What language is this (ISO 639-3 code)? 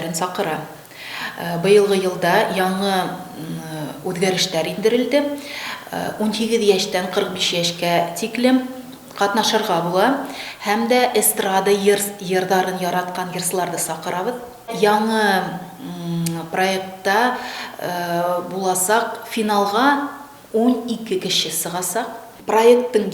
bak